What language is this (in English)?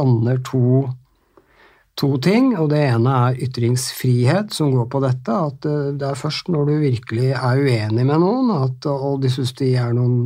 Norwegian